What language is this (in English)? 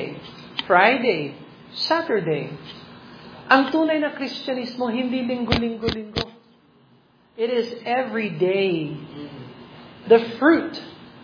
Filipino